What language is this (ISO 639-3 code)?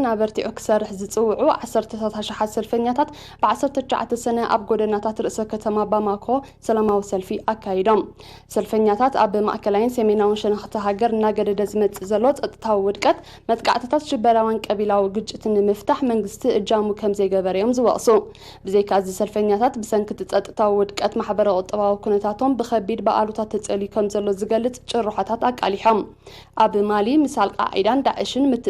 tir